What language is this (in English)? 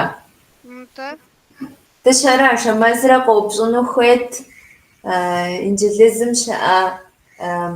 Kabardian